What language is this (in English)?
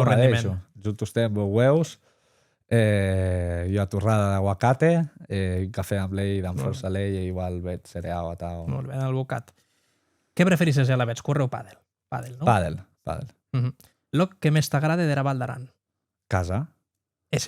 Occitan